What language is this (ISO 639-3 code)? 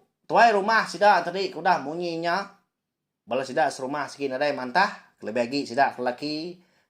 iba